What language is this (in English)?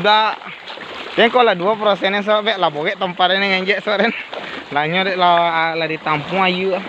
Minangkabau